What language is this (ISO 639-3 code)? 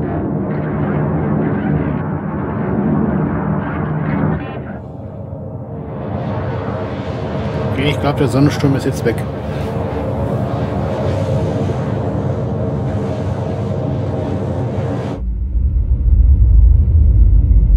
deu